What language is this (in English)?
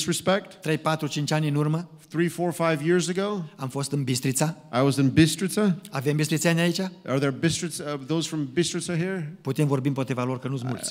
Romanian